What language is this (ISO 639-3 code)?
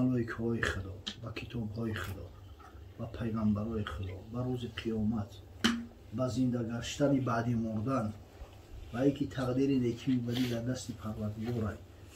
tgk